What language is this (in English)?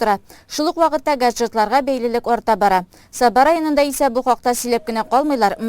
Tatar